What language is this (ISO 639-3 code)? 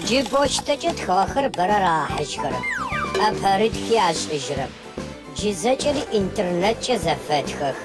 ady